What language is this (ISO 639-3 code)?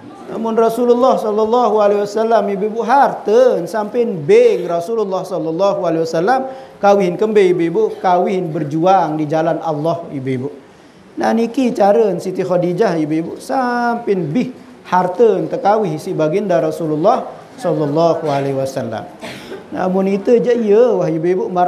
sas